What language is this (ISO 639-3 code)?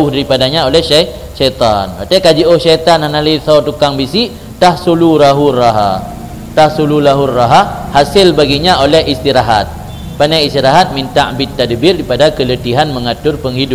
ace